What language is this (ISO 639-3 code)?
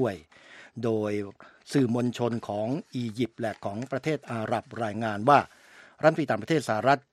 tha